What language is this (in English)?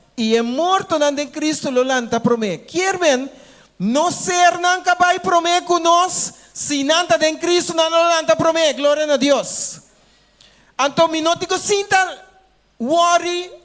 Papiamento